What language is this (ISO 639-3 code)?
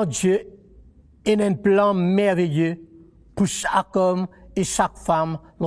mfe